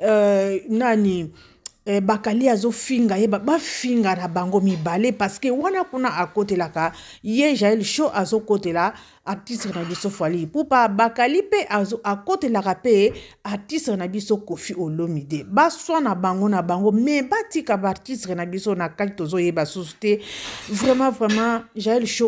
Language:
Lingala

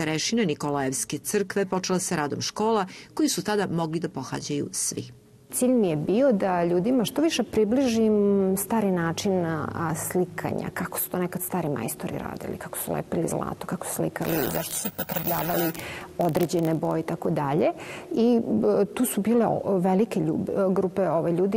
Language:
Serbian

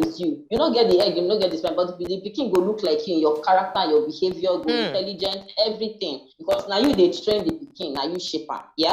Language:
Nigerian Pidgin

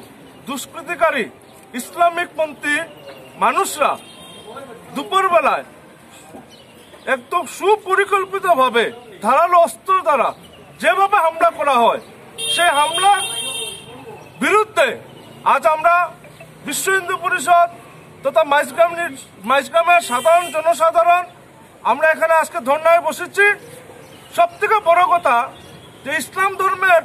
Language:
Bangla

